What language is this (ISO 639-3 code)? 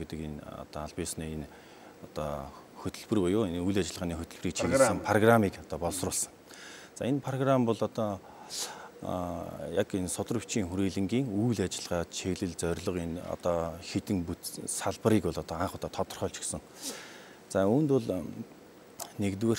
mon